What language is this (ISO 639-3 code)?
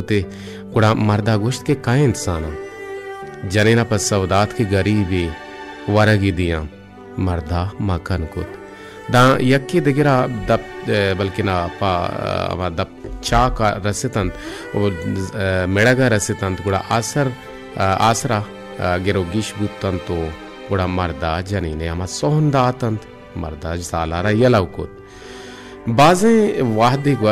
bal